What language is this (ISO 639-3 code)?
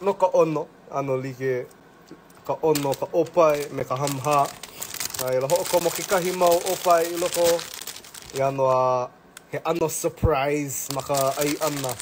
haw